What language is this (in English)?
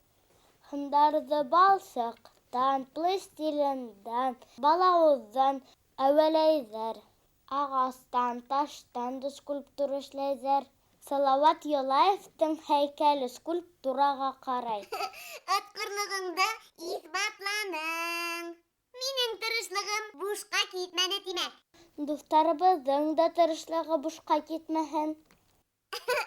Bashkir